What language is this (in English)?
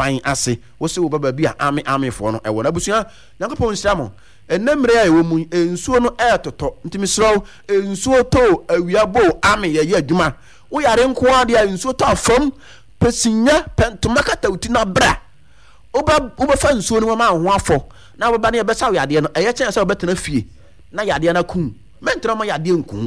Akan